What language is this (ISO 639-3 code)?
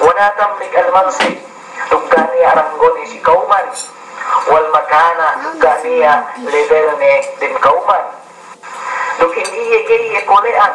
yka